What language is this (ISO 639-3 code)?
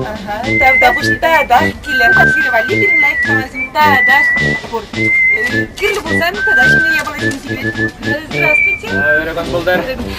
chv